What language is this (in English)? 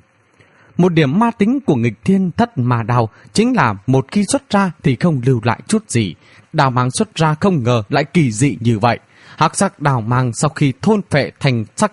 Vietnamese